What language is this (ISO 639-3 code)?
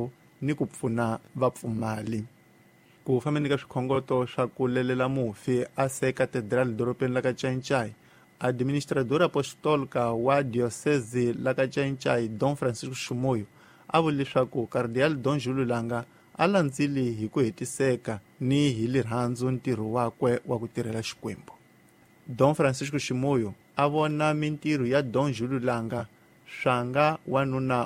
tso